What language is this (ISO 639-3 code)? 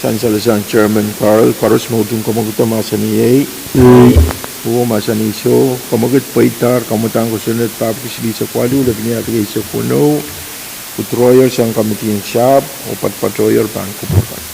pon